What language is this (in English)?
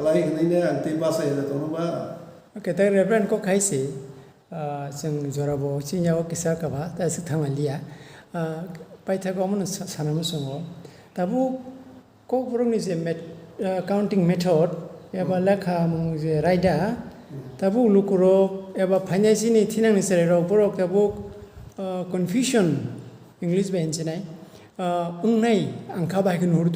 Kok Borok